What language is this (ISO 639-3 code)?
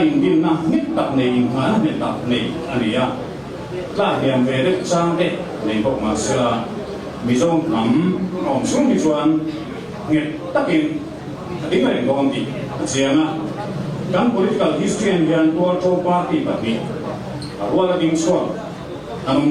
lus